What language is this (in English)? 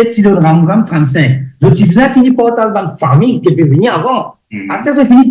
Morisyen